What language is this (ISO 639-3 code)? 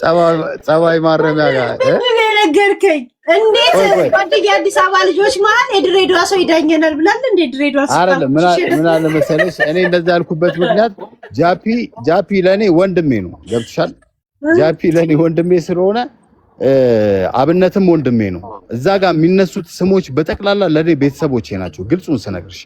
amh